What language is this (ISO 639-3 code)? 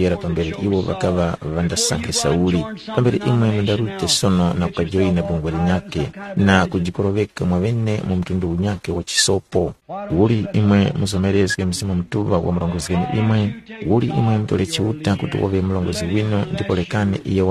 tum